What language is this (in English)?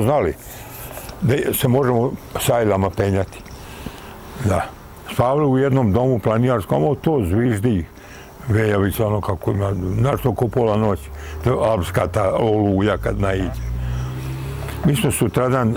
Serbian